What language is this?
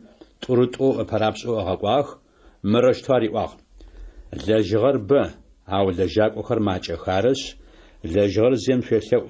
Adyghe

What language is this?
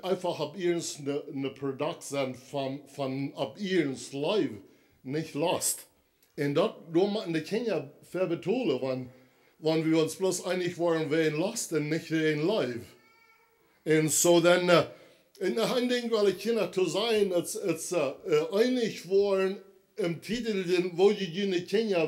Plautdietsch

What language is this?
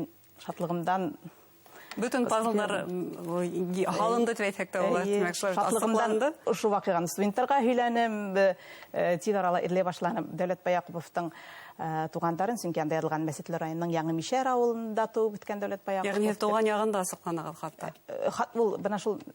Bashkir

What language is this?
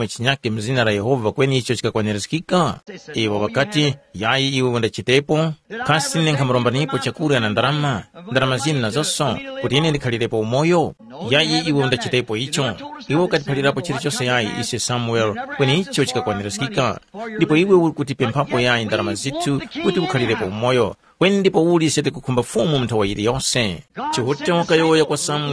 Tumbuka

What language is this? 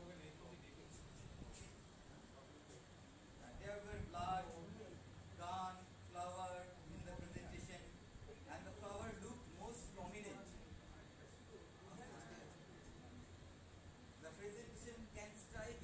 English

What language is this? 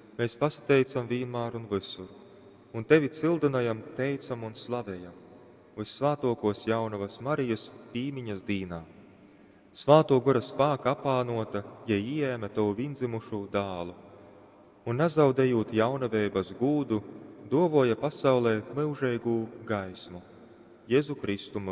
Latgalian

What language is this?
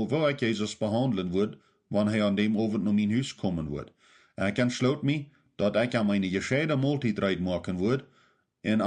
Plautdietsch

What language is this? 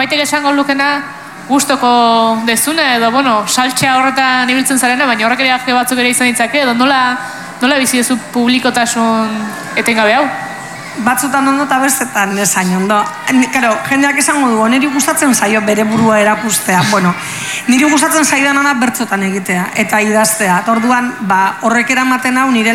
Basque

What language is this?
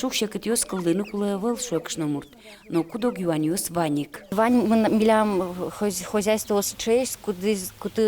Udmurt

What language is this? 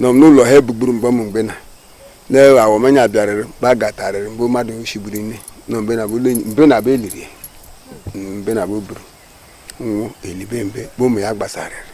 Igbo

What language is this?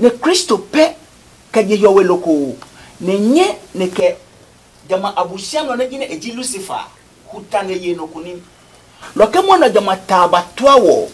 Adangme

